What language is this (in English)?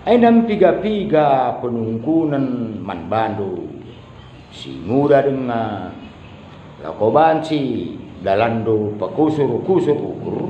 Batak Karo